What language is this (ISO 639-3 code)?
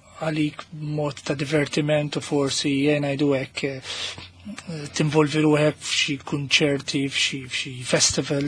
mlt